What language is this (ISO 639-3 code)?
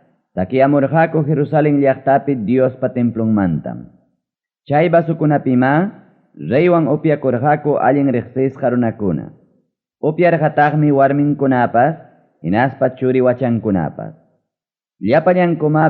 quy